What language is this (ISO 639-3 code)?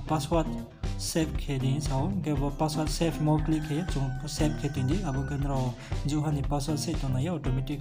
ria